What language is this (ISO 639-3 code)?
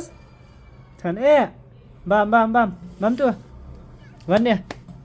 kha